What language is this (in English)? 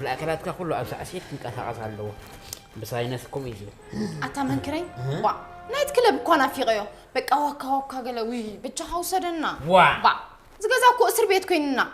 Tigrinya